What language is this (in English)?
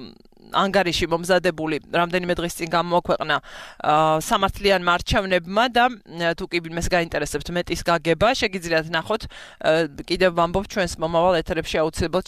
Georgian